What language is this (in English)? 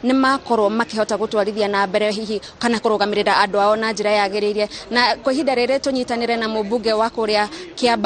Kikuyu